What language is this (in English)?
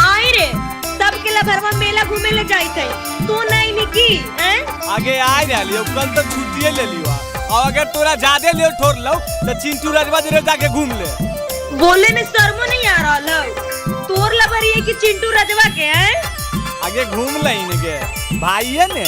Magahi